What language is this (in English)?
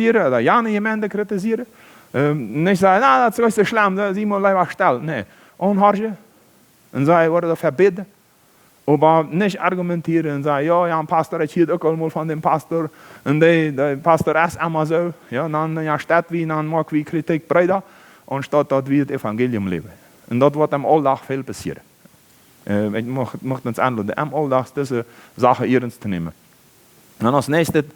Plautdietsch